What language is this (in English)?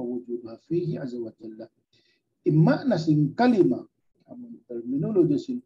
Tausug